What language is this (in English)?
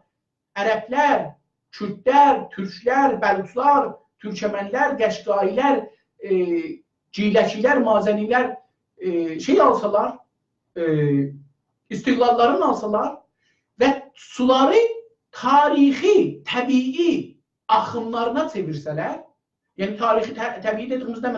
South Azerbaijani